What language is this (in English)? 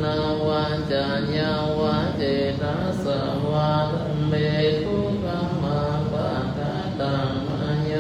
Pali